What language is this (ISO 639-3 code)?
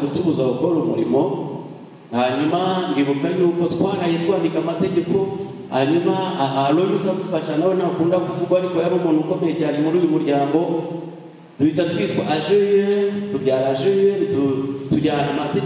kin